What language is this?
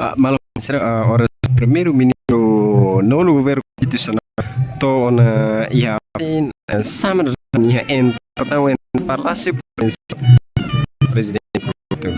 Tetum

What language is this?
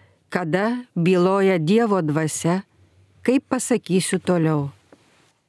Lithuanian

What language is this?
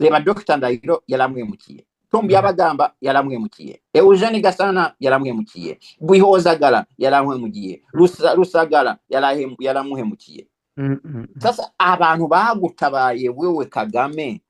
Kinyarwanda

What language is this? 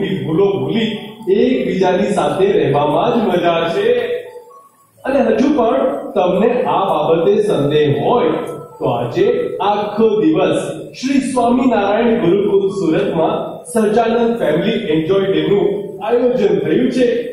Gujarati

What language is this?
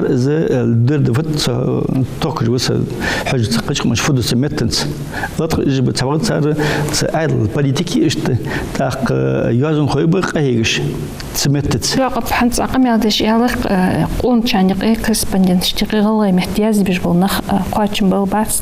Ingush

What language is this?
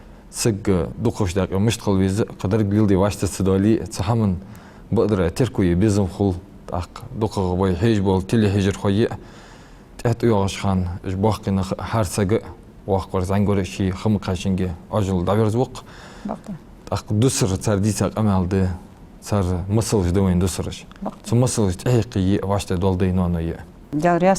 Ingush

